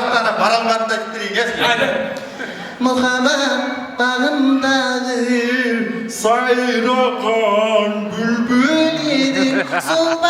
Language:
Kara-Kalpak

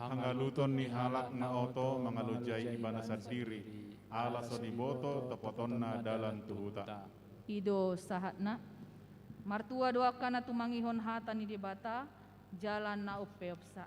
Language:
Batak Toba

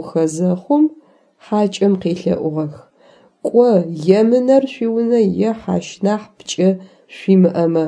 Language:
Adyghe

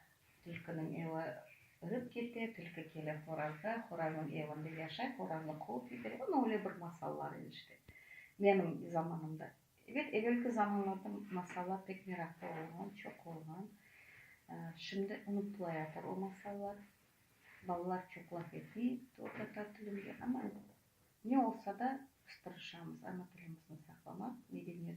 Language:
Crimean Tatar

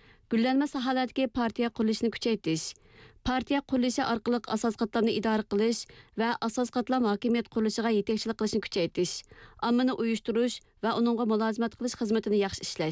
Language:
Uyghur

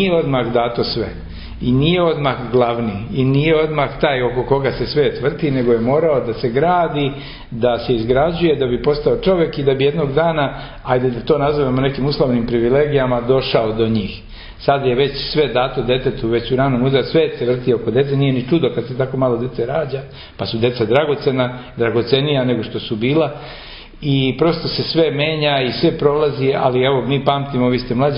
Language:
Serbian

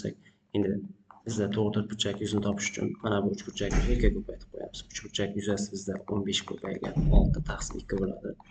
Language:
Uzbek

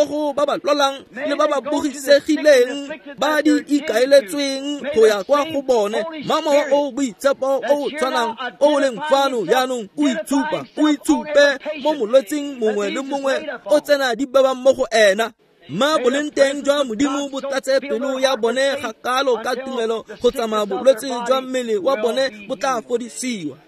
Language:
Tswana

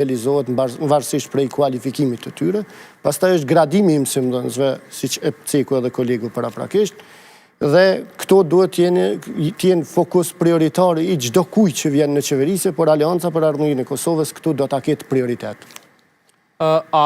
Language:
Albanian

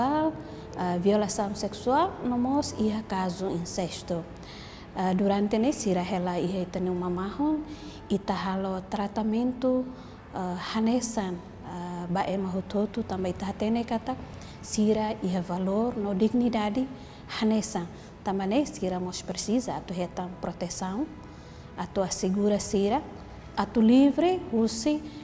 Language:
Tetum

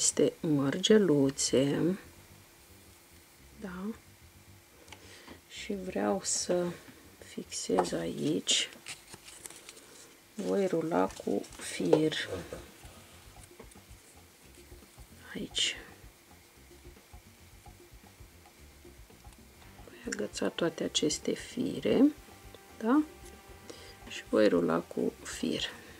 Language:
Romanian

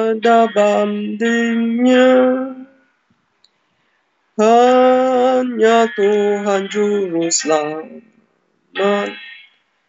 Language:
Malay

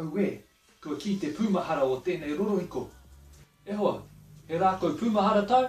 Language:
Māori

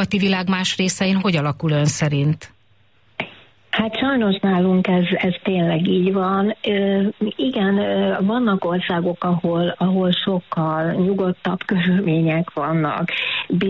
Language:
Hungarian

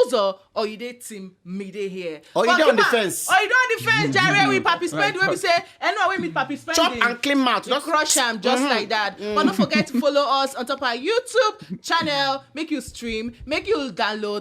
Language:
Nigerian Pidgin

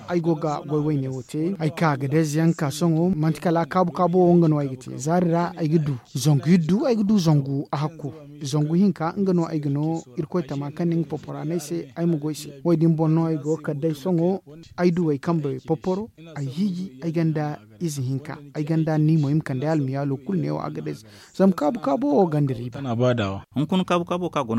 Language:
Zarma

